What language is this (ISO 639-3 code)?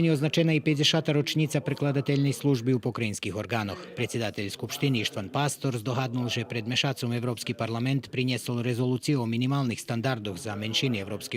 rue